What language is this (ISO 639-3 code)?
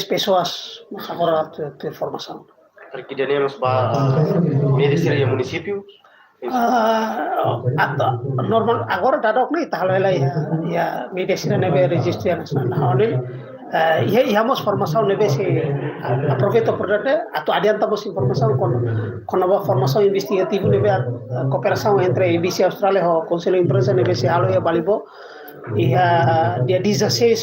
tet